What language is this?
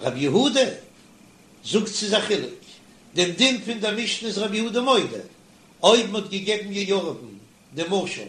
Yiddish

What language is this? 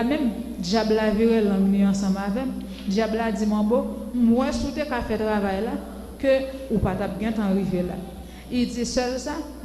Haitian Creole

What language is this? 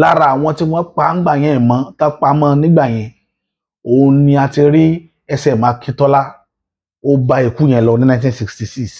Yoruba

